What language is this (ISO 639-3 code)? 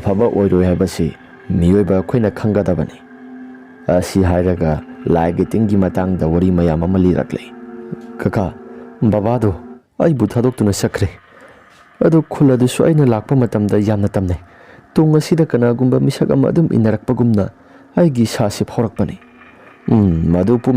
mni